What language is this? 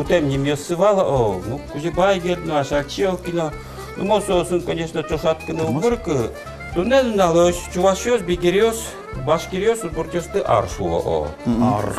Udmurt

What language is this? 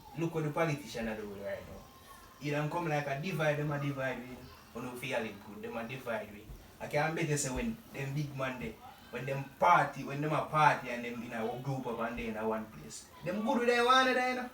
Jamaican Creole English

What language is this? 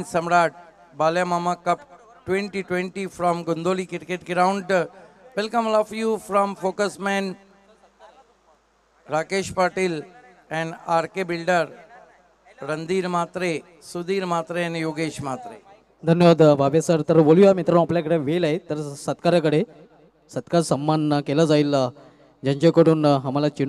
Marathi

